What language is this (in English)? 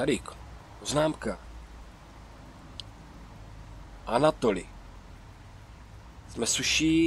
Czech